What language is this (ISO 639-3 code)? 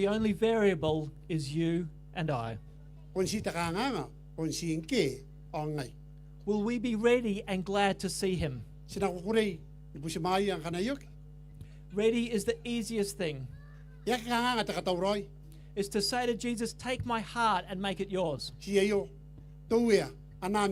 gil